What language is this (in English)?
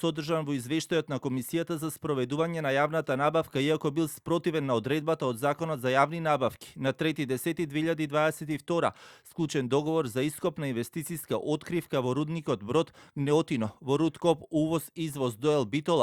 Macedonian